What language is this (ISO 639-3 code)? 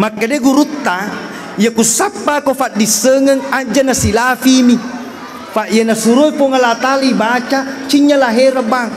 bug